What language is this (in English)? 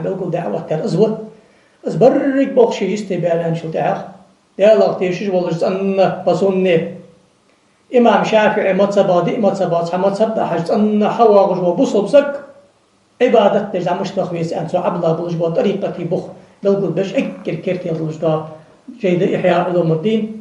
Ingush